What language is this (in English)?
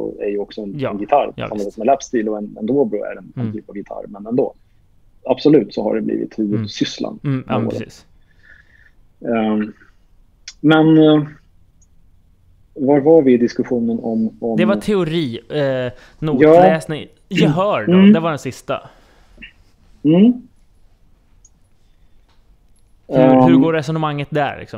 Swedish